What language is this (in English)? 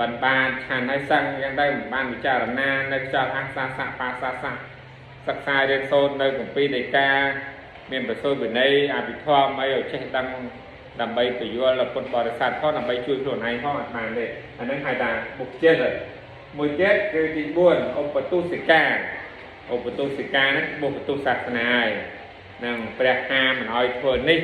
Khmer